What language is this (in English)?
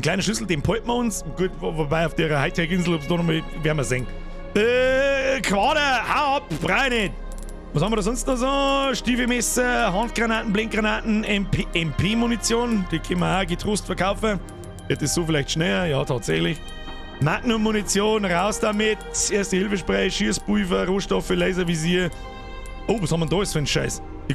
Bavarian